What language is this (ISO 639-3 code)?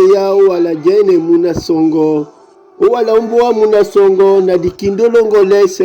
dua